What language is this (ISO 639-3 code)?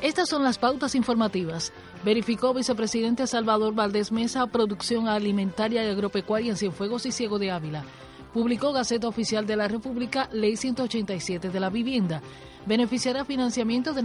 spa